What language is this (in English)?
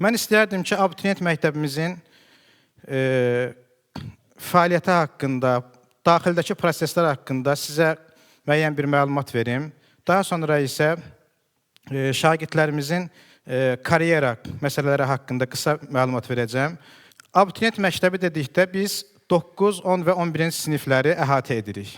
Azerbaijani